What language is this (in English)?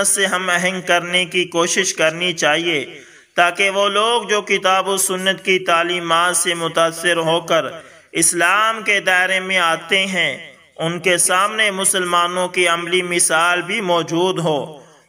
Urdu